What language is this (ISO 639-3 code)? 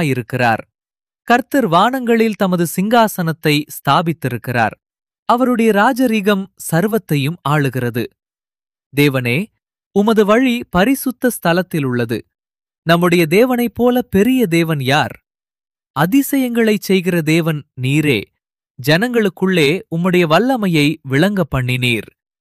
tam